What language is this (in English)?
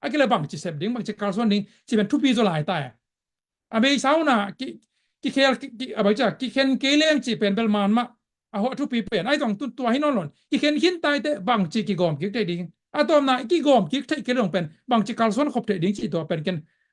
Tedim Chin